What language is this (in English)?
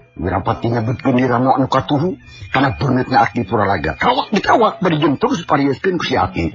Sundanese